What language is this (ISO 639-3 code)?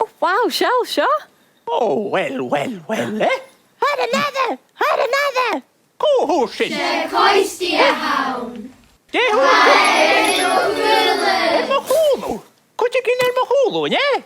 gla